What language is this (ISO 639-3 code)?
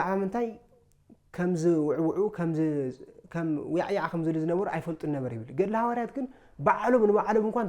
tir